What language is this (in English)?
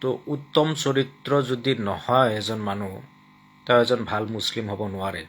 Assamese